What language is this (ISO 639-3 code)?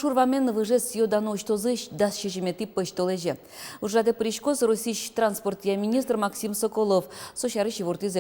udm